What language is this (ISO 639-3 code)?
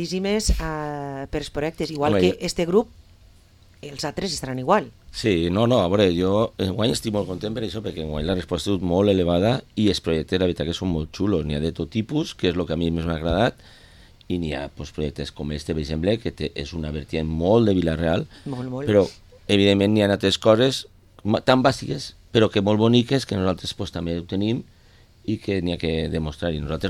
cat